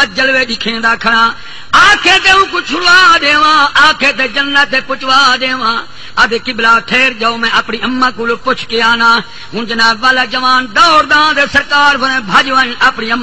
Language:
Saraiki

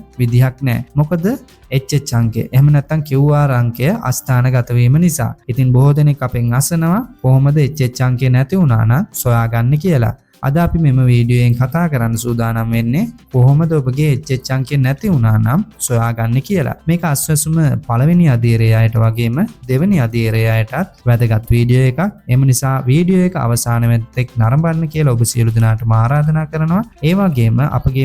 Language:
Sinhala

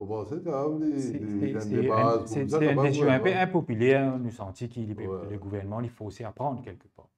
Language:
Morisyen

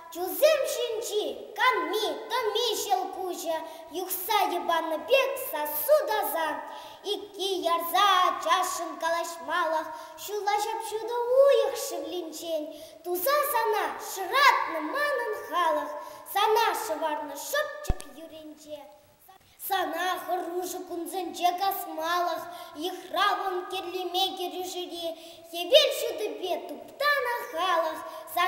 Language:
Chuvash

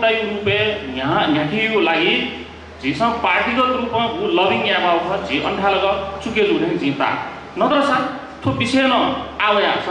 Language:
Newari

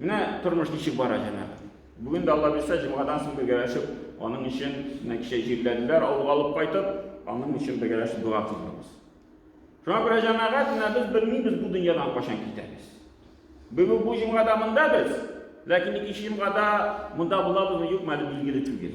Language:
Tatar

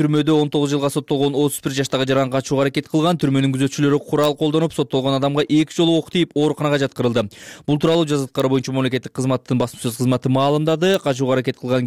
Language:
Kyrgyz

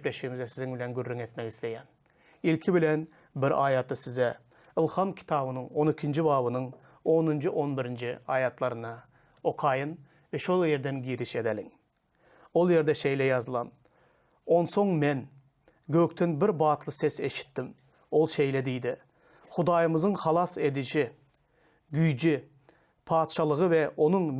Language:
Turkmen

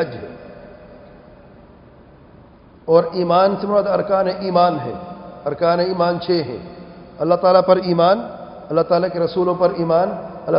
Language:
Urdu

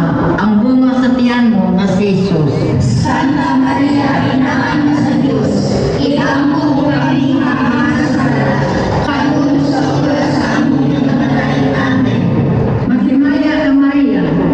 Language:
Cebuano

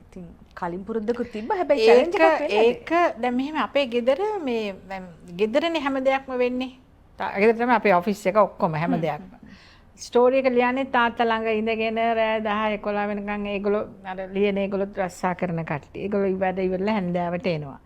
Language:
Sinhala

